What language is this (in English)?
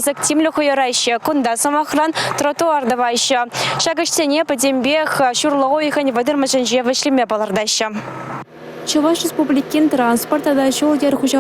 Chuvash